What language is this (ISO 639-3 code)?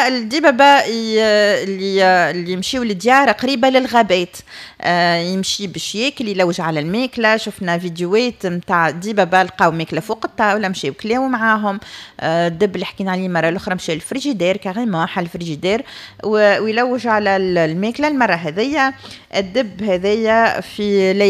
aeb